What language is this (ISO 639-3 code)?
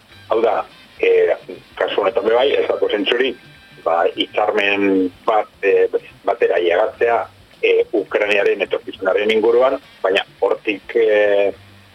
eus